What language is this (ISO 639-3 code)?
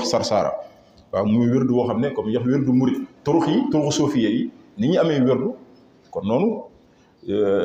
wol